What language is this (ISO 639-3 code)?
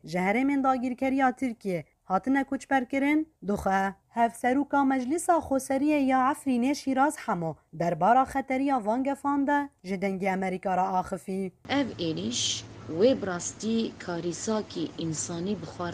kur